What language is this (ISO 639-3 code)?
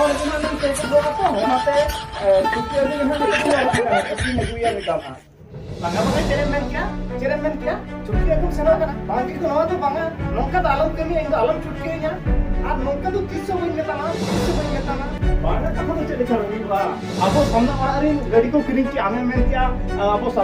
sat